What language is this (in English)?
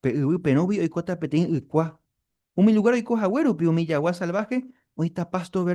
Guarani